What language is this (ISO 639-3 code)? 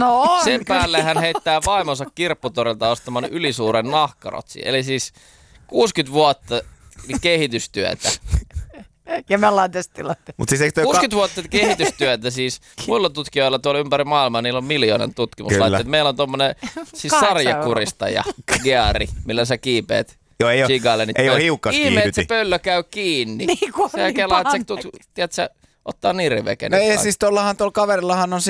fin